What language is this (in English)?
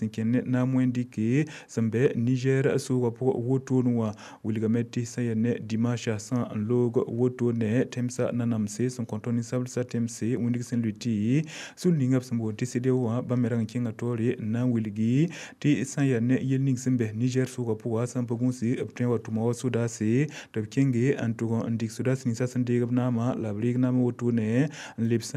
Mossi